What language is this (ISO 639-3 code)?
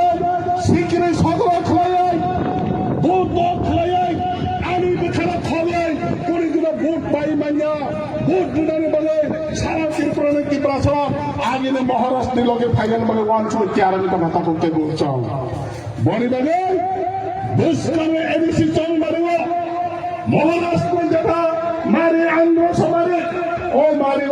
trp